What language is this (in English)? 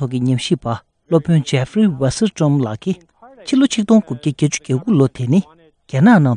Tibetan